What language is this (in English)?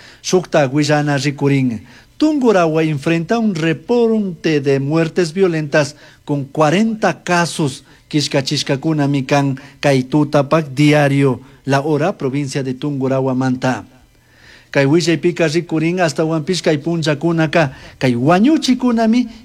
Chimborazo Highland Quichua